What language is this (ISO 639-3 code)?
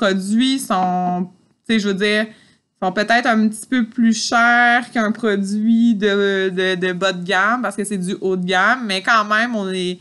fra